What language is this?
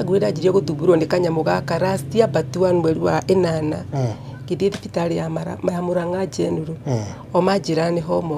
Kikuyu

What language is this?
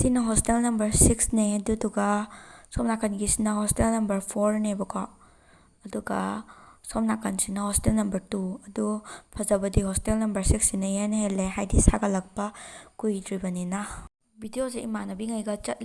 Manipuri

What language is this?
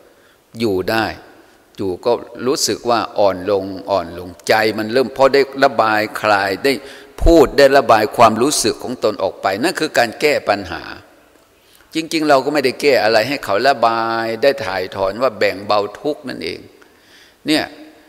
Thai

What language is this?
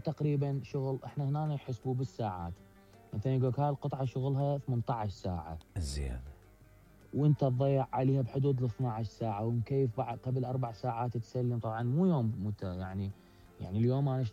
Mesopotamian Arabic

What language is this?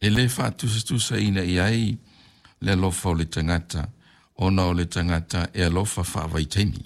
Samoan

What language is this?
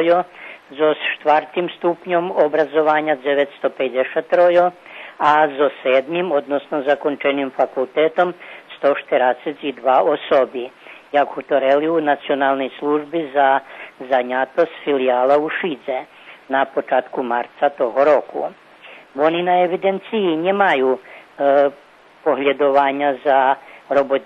Rusyn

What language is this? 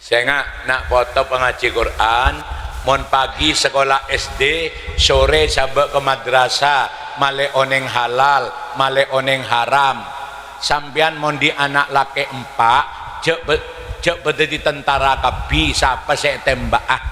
Madurese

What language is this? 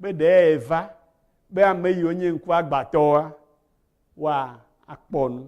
Ewe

